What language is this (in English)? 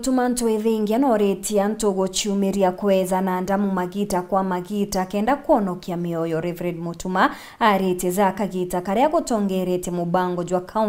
Meru